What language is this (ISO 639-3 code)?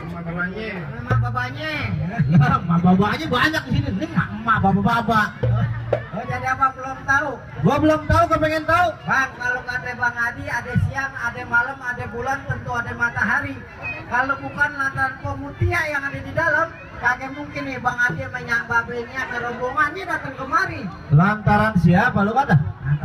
bew